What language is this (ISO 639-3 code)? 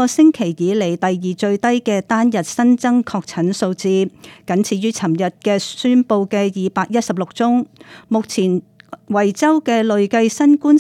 yue